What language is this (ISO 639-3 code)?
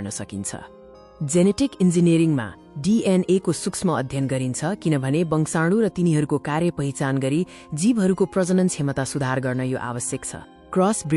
nep